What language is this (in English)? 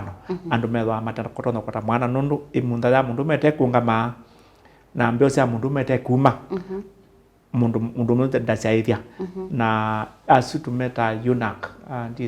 Kamba